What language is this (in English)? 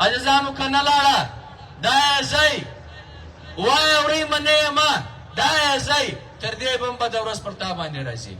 Pashto